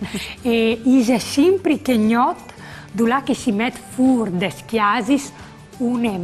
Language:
Friulian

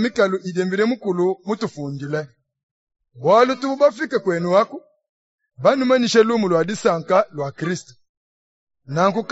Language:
Luba-Lulua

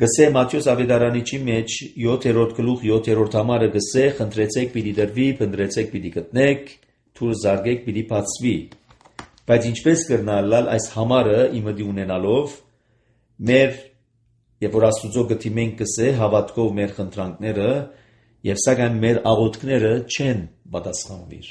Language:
Armenian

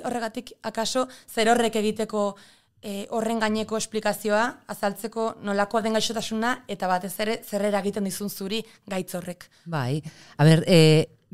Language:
Basque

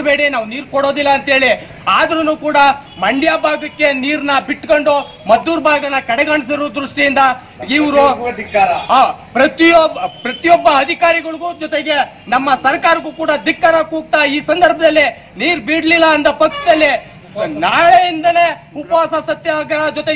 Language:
Kannada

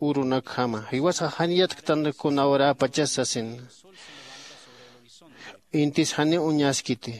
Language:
Aymara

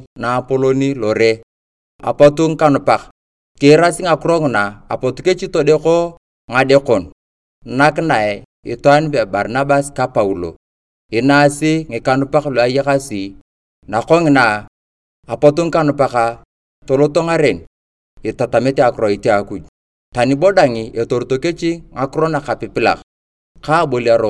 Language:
Turkana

